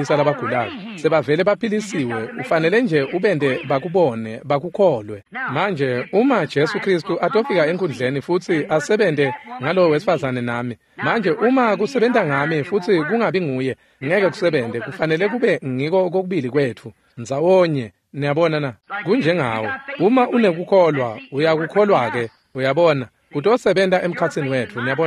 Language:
Swati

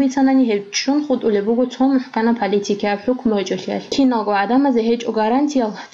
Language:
Avaric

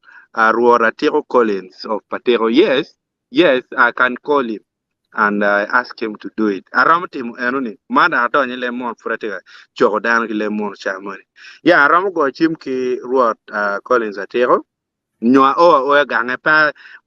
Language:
Acoli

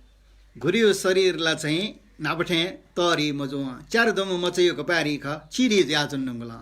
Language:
Newari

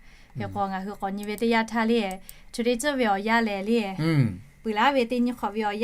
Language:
Lahu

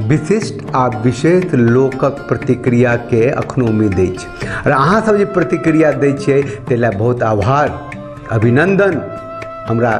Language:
Maithili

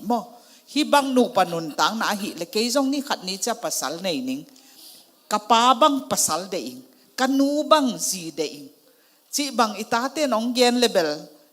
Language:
Tedim Chin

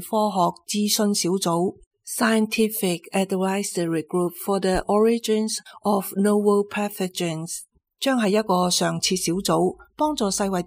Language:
Cantonese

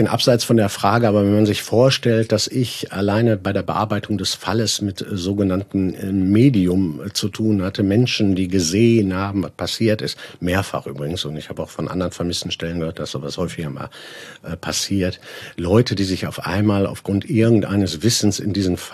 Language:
German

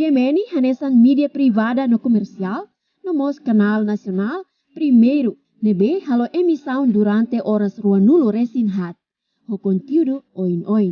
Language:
Tetum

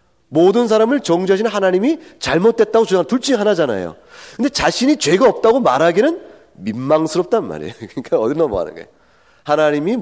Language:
Korean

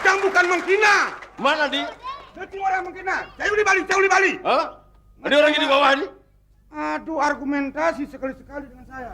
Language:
Balinese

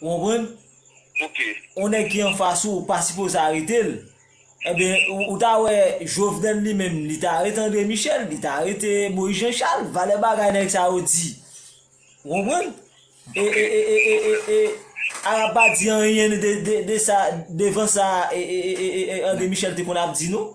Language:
Haitian Creole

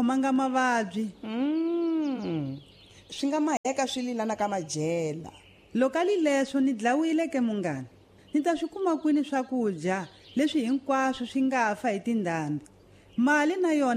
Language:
Tsonga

